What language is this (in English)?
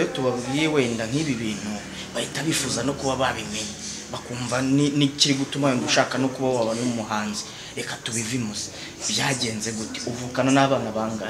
Kinyarwanda